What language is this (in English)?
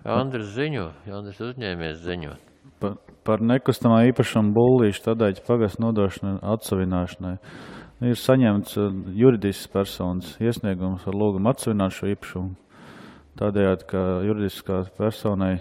Latvian